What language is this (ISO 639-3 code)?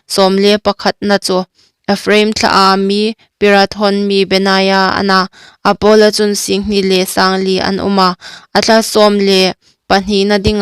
hmr